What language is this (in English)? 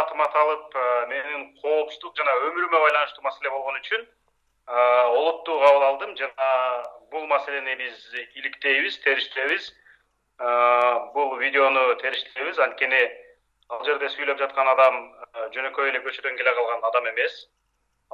Kyrgyz